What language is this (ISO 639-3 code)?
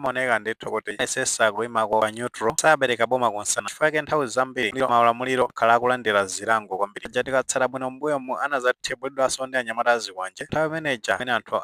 nya